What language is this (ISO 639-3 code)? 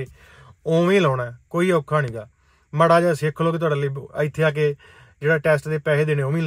pan